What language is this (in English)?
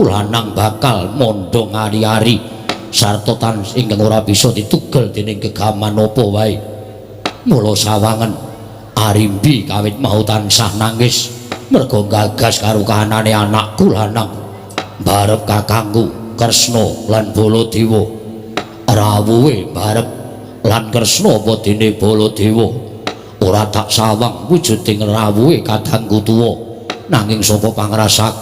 Javanese